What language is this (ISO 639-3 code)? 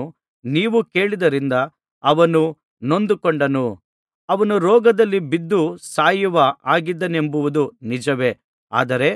kan